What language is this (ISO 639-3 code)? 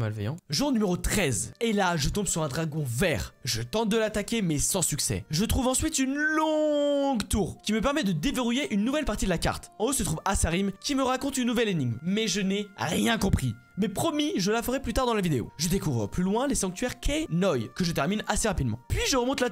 fra